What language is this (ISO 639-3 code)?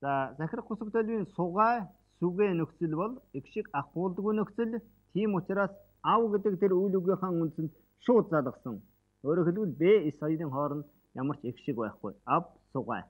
mon